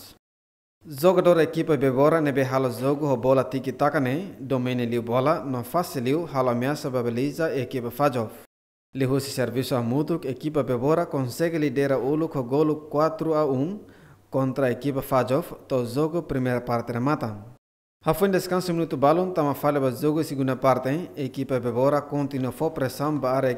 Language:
Tetum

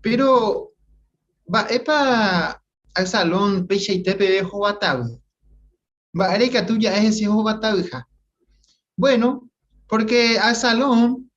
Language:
Guarani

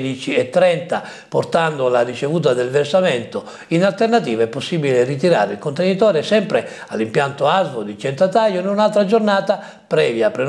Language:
Italian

